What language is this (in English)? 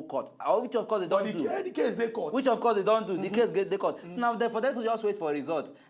Nigerian Pidgin